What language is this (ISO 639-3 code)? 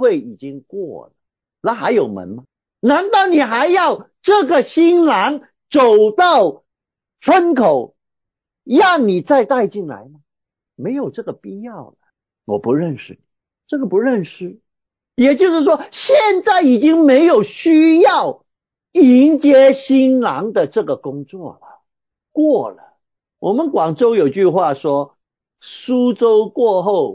zho